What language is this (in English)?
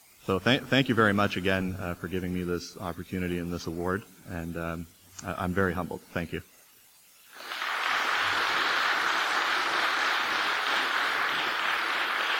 English